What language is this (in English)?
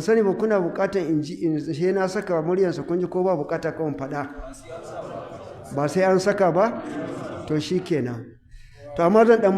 Hausa